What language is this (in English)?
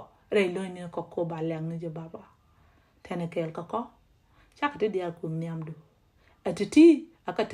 Nuer